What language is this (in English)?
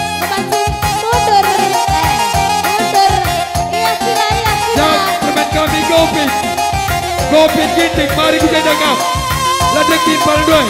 Batak Karo